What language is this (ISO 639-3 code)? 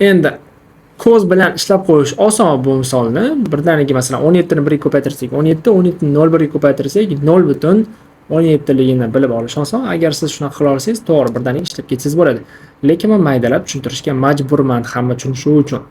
uzb